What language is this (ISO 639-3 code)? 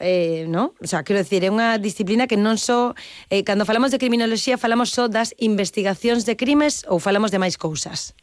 glg